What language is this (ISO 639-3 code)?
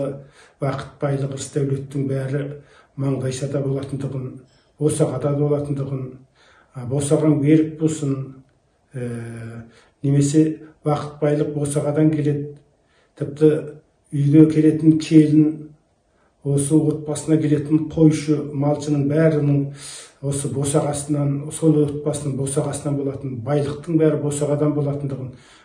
kaz